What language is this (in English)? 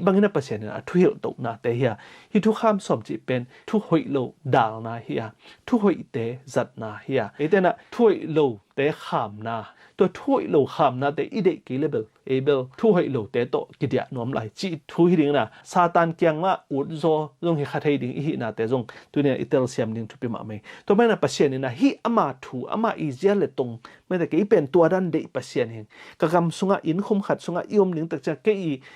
Tedim Chin